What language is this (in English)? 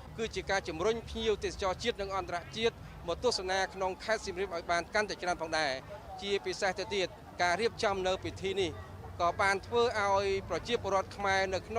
Khmer